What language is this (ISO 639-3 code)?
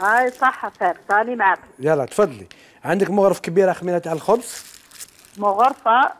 arq